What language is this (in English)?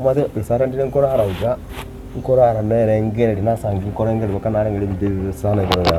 Gusii